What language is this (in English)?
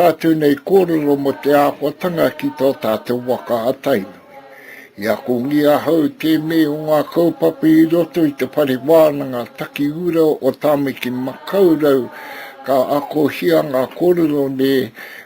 Māori